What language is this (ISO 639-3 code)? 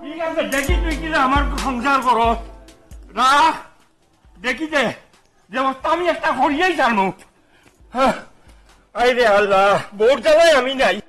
syl